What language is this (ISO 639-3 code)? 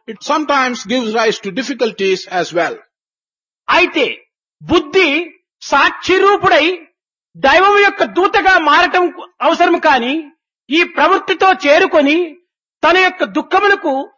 tel